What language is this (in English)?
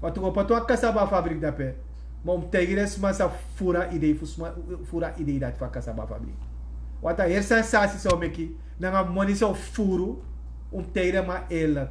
Sranan Tongo